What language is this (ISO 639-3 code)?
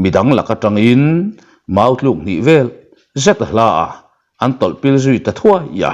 lus